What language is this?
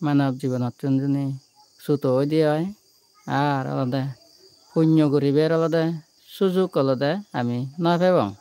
Chakma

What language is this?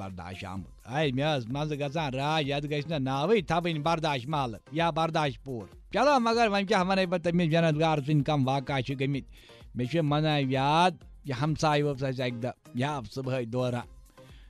Kashmiri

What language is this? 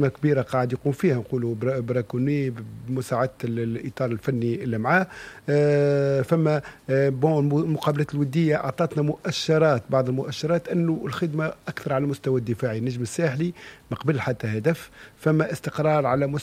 Tunisian Arabic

